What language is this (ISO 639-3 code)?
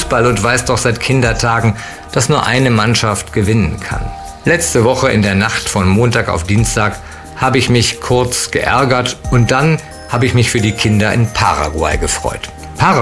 deu